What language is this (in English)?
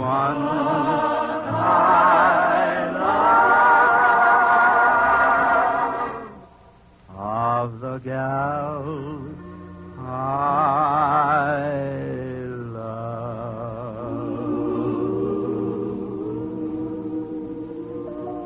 English